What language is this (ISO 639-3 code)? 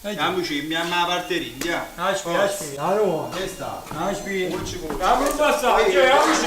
nap